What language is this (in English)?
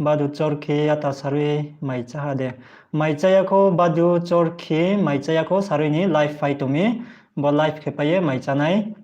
Riang (India)